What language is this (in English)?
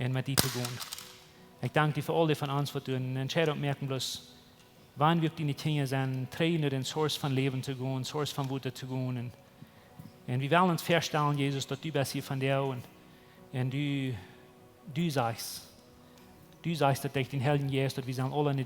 Plautdietsch